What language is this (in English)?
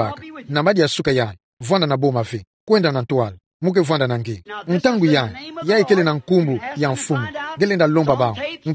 Kituba (Democratic Republic of Congo)